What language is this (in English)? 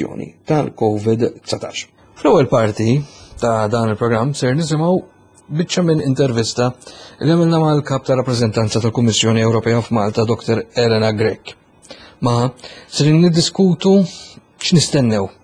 Maltese